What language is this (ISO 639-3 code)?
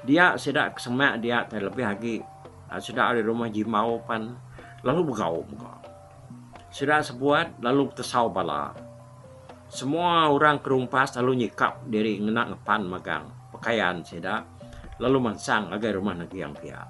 iba